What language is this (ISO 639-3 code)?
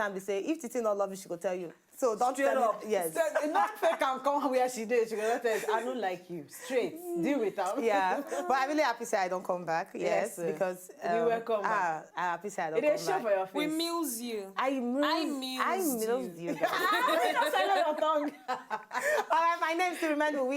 pcm